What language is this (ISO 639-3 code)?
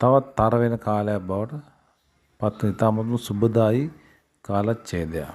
sin